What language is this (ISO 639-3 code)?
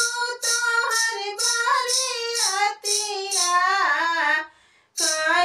bho